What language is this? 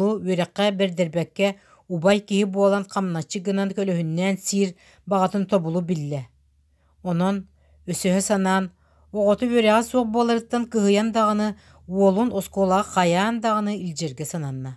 Yakut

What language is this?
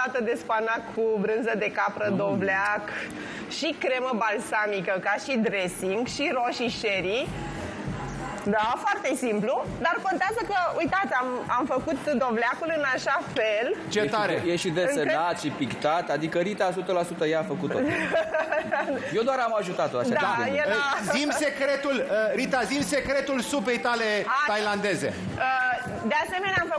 Romanian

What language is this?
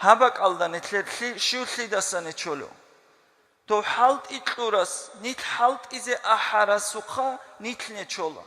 Avaric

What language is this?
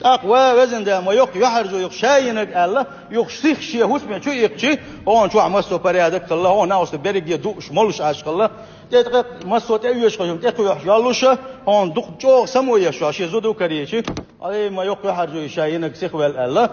Chechen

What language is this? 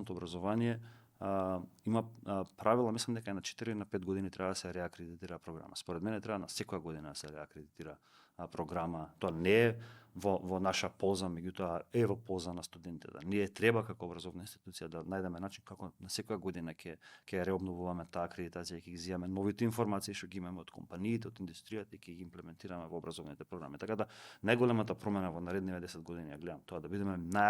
Macedonian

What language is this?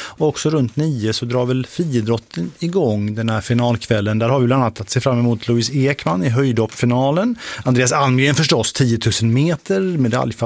Swedish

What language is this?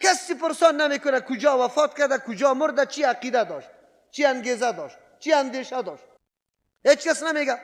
Persian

